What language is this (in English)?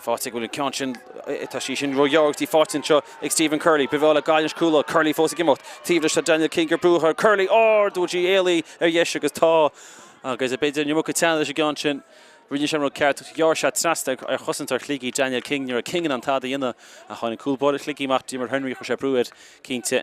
Irish